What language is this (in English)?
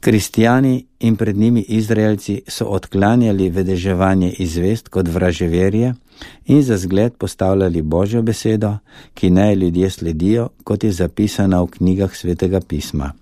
Slovenian